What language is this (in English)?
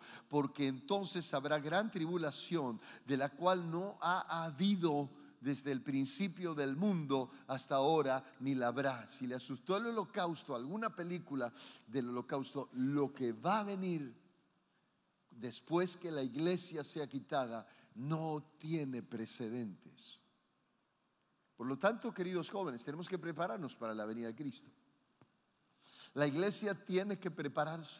Spanish